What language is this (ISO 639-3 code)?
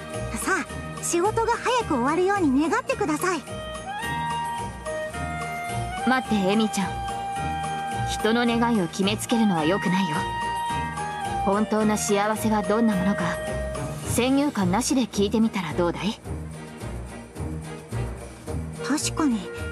jpn